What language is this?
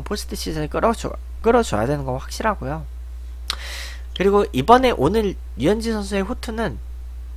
Korean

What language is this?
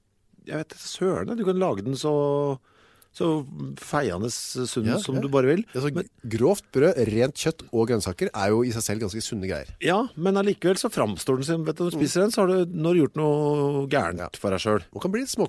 Norwegian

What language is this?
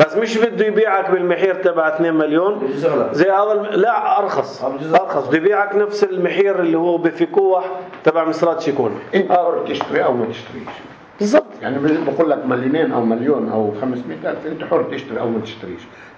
North Levantine Arabic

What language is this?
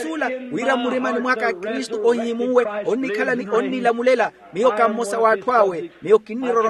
Makhuwa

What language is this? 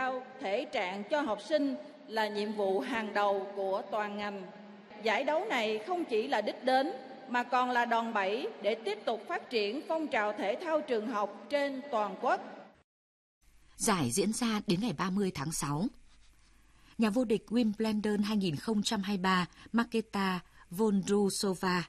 Vietnamese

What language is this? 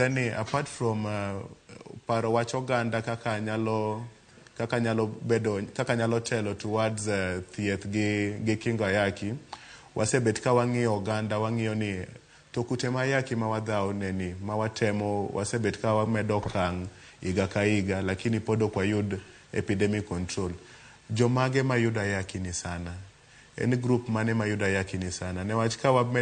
Luo (Kenya and Tanzania)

